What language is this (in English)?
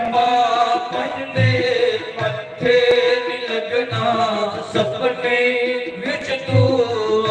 Dogri